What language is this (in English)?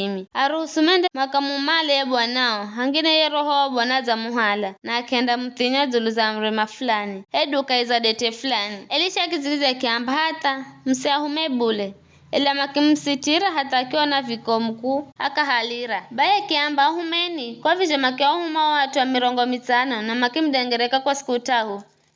Giryama